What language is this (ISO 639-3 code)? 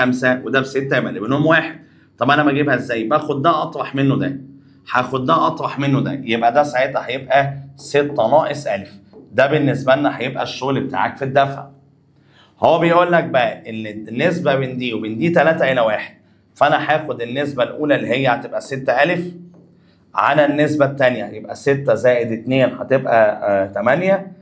arz